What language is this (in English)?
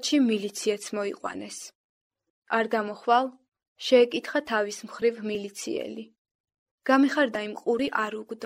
Georgian